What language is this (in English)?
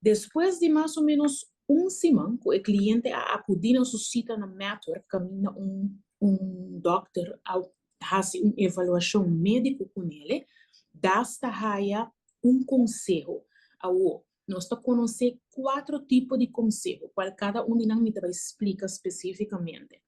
Papiamento